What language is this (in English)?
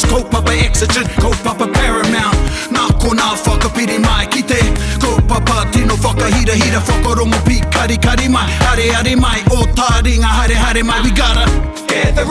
Māori